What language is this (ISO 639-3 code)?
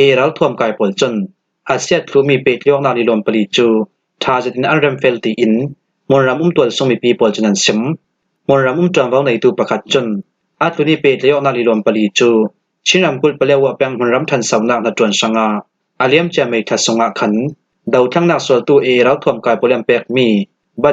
cfm